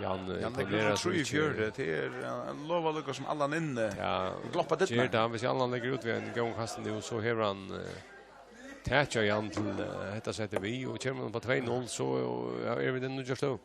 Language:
Faroese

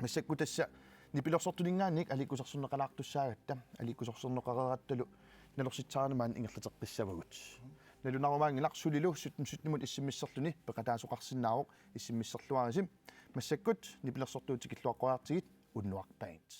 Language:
Kalaallisut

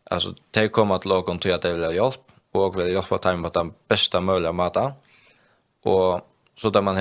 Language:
Faroese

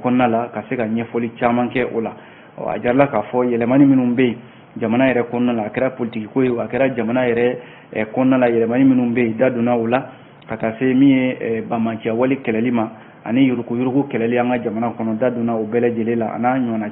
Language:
Bambara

